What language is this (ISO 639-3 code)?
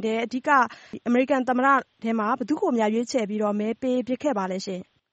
mya